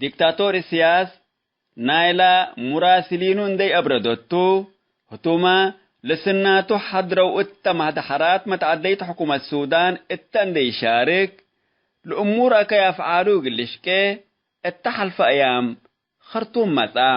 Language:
Tigre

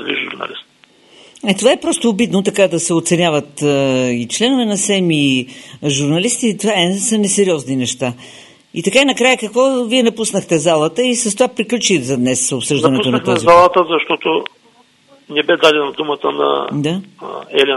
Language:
Bulgarian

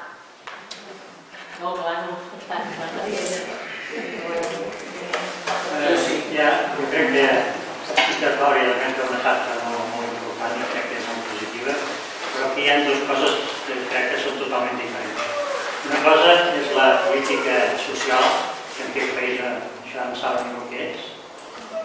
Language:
Catalan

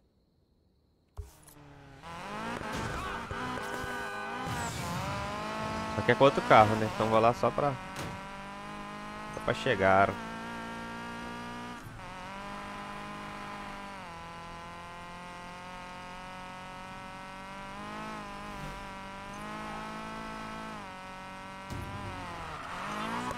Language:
Portuguese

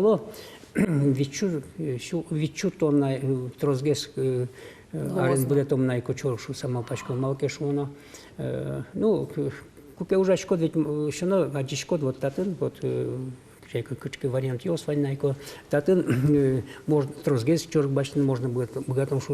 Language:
Udmurt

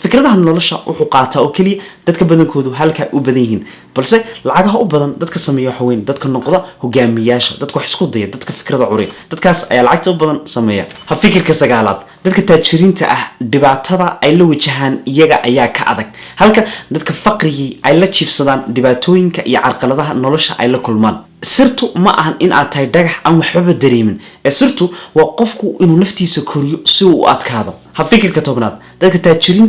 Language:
Somali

